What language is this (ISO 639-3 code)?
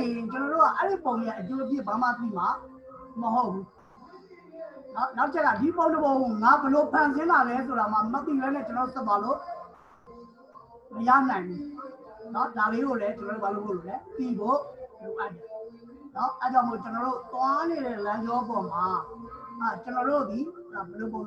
mya